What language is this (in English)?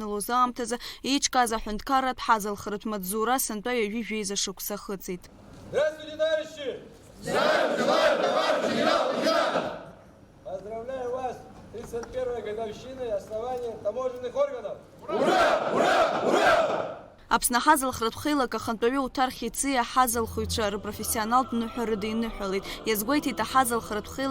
Abkhazian